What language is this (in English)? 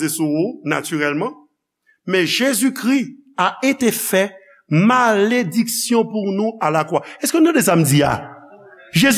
Haitian Creole